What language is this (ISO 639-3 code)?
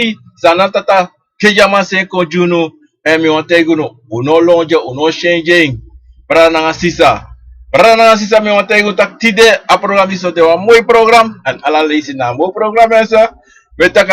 srn